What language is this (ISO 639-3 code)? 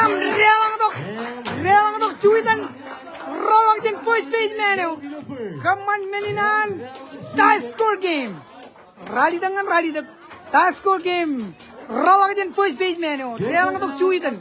mah